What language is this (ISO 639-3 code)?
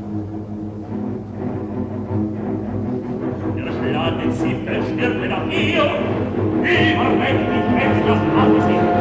deu